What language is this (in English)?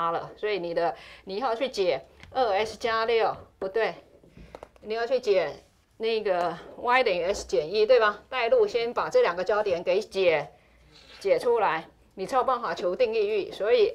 Chinese